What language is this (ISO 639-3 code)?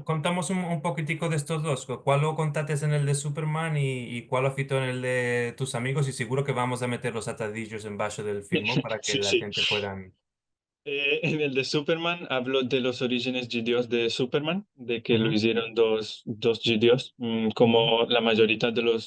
lad